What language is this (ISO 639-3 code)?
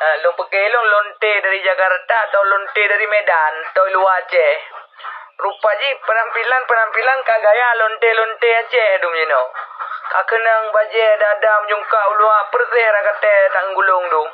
ace